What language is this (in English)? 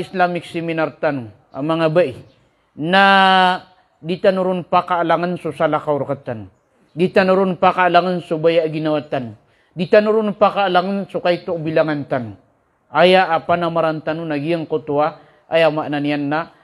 Maranao